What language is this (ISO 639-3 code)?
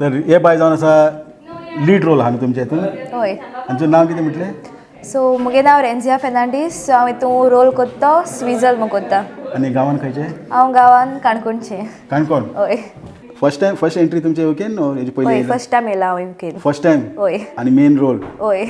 kok